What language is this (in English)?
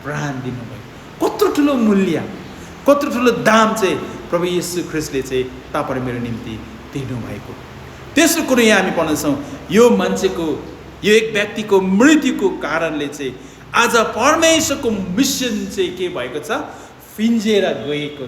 Nepali